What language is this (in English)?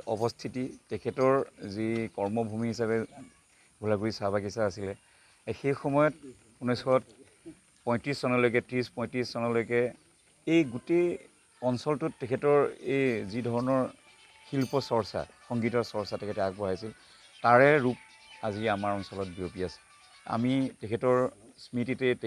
Assamese